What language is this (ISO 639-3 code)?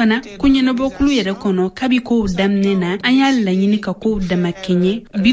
bam